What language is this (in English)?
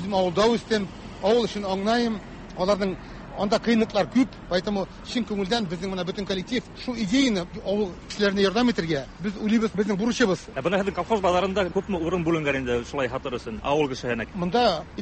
Tatar